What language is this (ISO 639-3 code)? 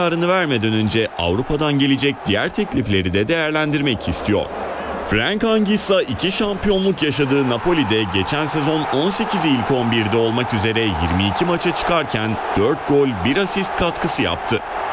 tur